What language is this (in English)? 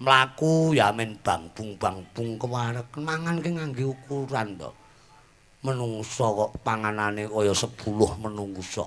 Javanese